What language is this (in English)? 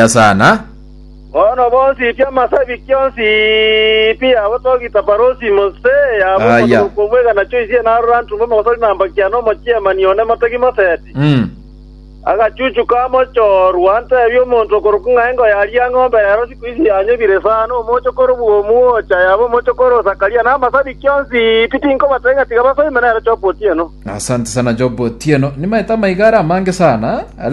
Gusii